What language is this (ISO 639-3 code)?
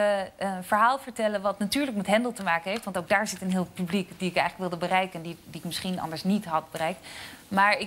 nld